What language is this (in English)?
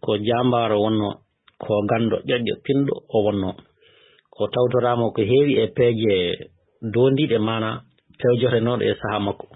Fula